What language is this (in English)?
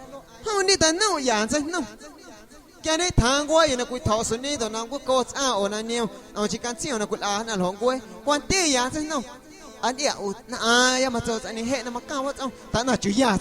Guerrero Amuzgo